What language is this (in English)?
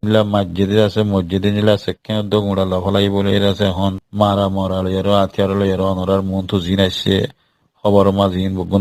Rohingya